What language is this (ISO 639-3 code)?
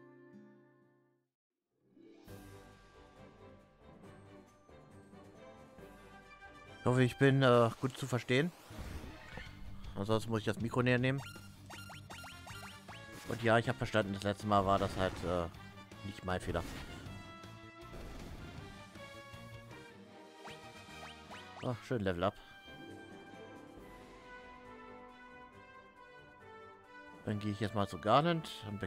deu